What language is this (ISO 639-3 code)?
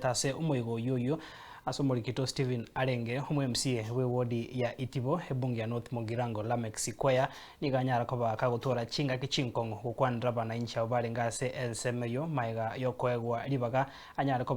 guz